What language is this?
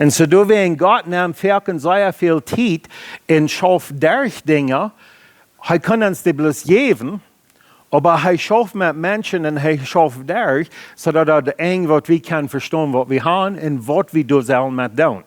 Plautdietsch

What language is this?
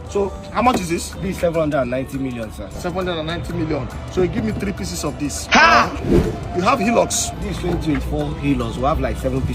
Nigerian Pidgin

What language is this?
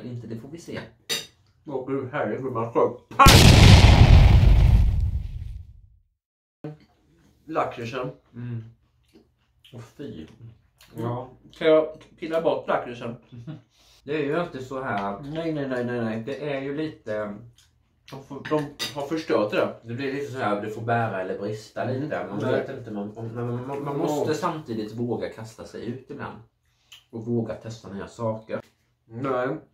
Swedish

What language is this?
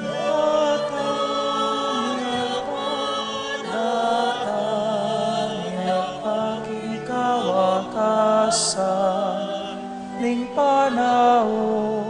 Pampanga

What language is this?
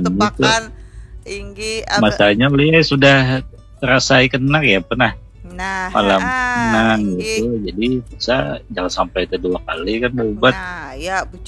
Banjar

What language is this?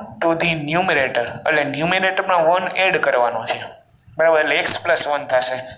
Gujarati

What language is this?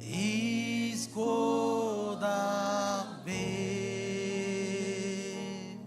Marshallese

